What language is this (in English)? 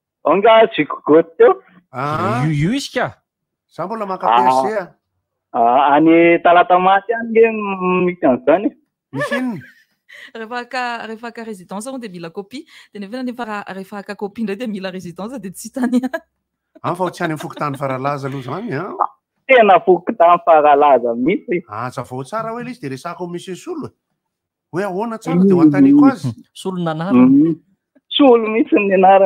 Malagasy